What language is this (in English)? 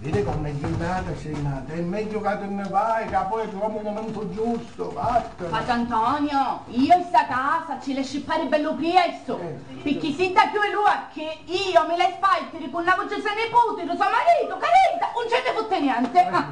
Sicilian